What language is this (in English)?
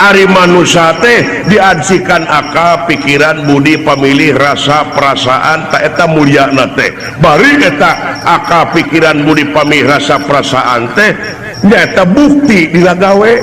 Sundanese